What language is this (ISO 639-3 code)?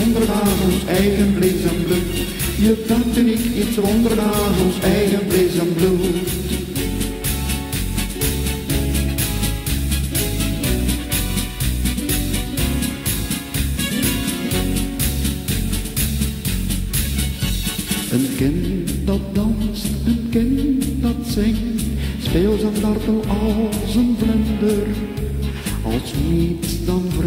nld